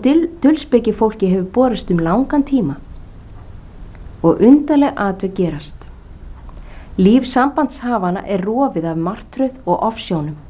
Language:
Icelandic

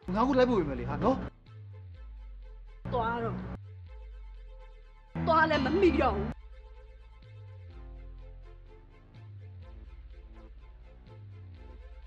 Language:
Burmese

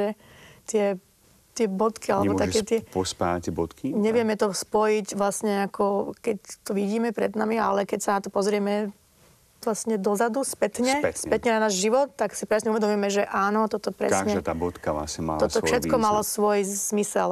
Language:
Slovak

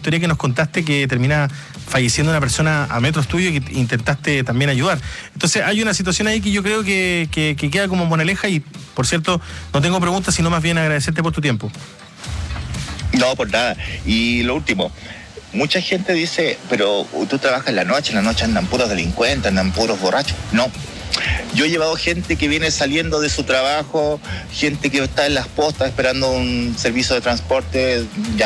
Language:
Spanish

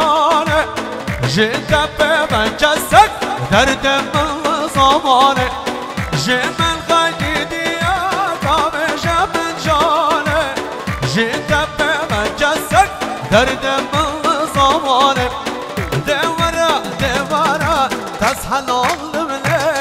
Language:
Kurdish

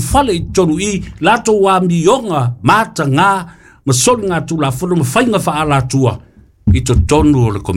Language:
Samoan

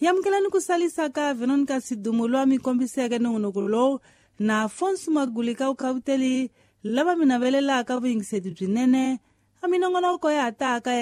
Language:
Tsonga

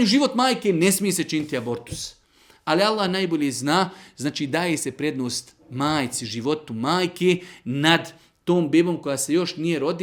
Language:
Bosnian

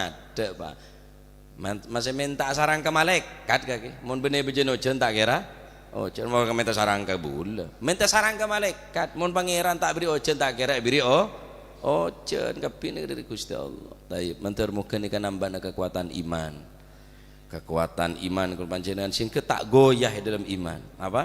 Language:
Madurese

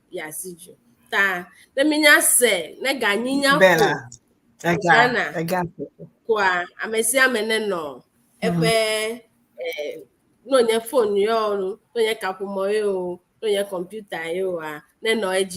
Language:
Ewe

